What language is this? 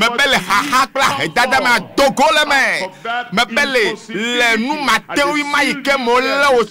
Ewe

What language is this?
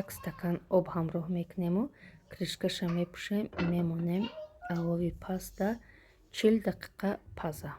Tajik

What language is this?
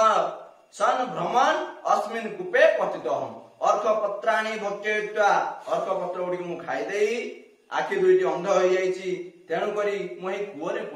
Odia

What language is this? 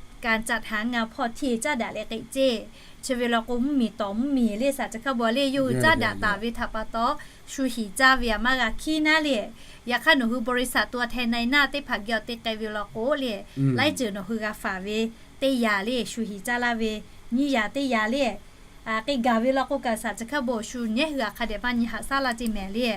Lahu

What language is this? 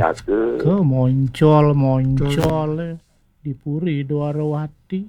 Balinese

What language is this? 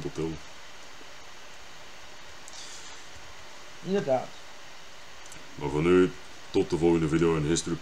Dutch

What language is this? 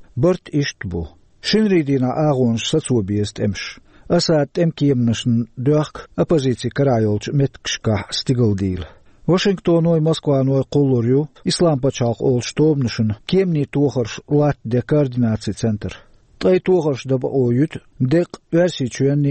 Chechen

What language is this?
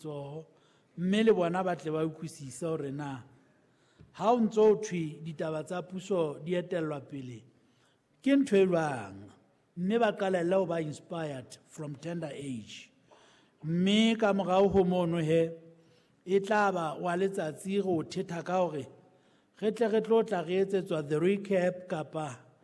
Southern Sotho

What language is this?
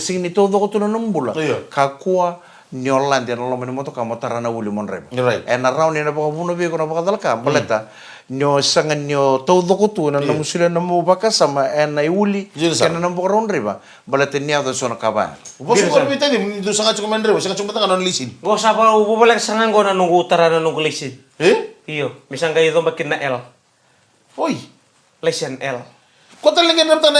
Fijian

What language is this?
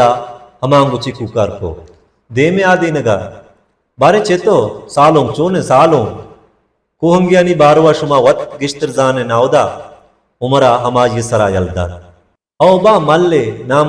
Baluchi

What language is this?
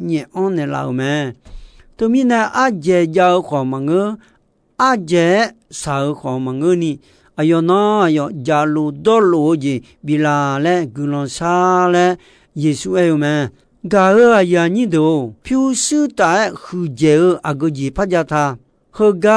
Akha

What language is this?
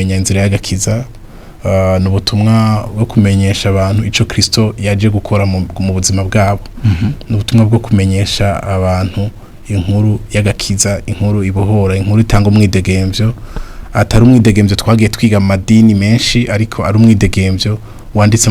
Rundi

